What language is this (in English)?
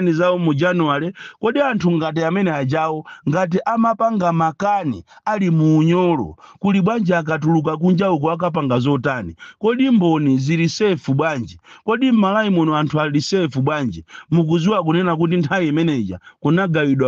Nyanja